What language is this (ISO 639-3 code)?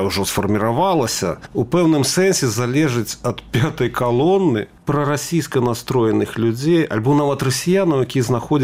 bel